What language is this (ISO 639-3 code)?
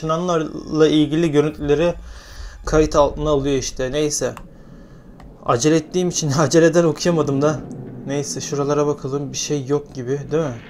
tur